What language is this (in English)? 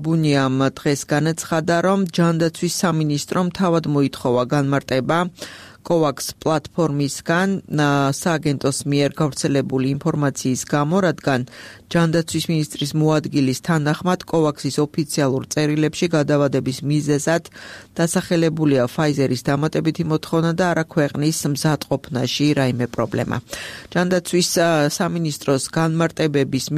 Georgian